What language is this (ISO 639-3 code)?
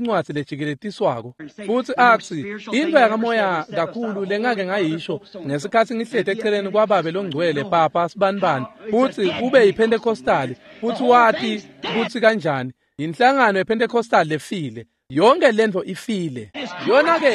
ssw